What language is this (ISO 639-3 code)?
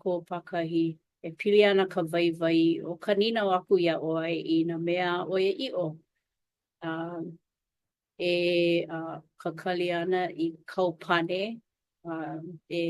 haw